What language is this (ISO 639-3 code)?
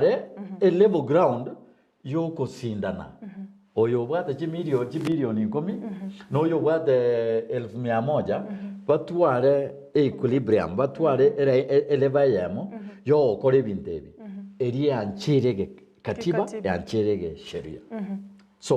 guz